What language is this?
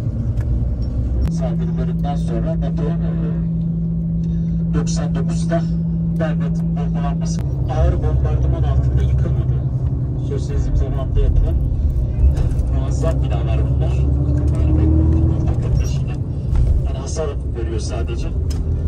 Turkish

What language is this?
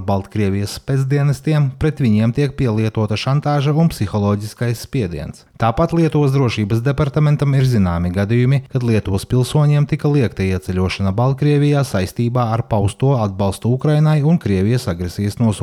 Latvian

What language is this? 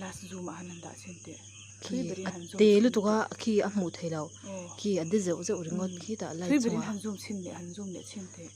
Mizo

